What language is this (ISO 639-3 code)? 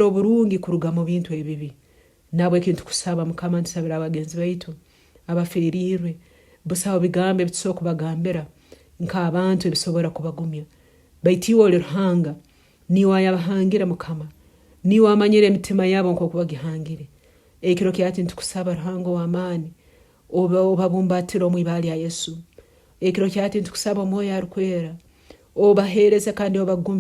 nyn